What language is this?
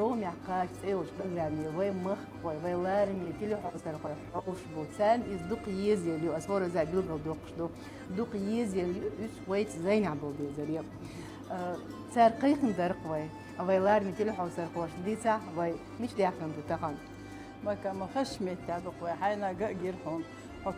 Chechen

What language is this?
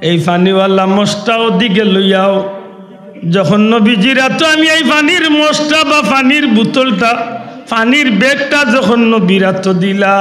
Sylheti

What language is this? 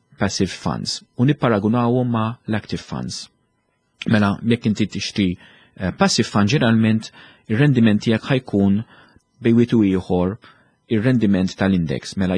Maltese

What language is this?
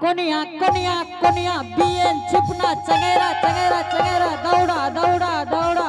Angika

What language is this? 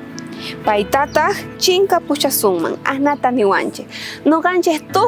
South Bolivian Quechua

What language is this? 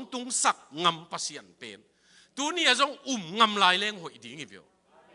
Tedim Chin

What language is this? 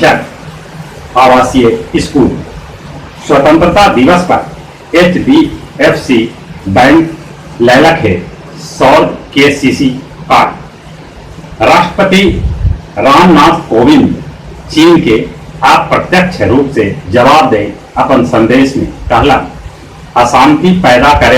Magahi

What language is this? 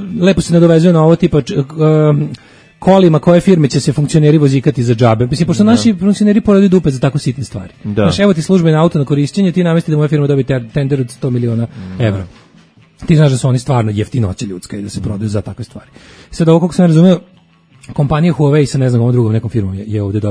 Serbian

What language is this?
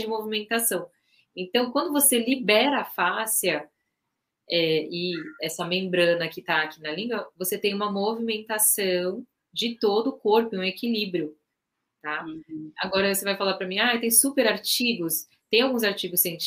Portuguese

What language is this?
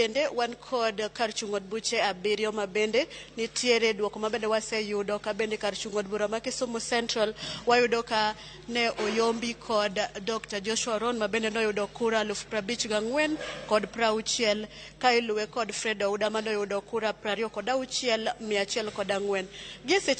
Luo (Kenya and Tanzania)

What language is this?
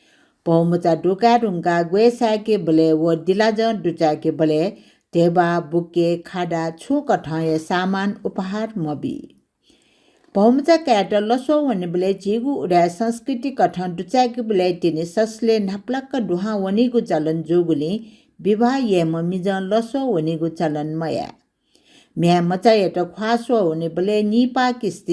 Newari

